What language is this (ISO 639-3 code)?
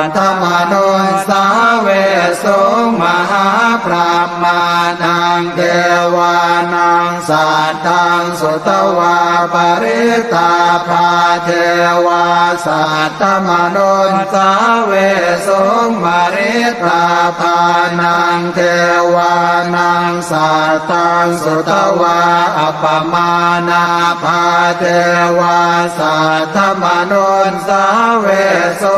pli